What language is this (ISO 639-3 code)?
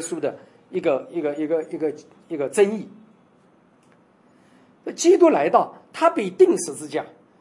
zho